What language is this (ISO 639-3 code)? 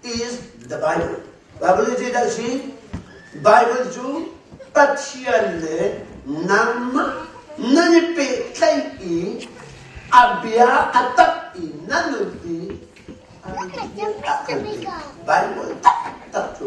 cnh